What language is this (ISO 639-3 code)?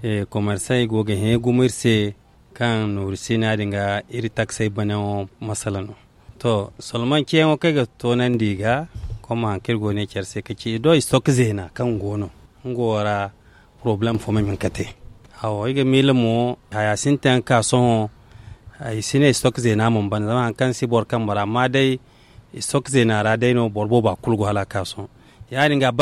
dje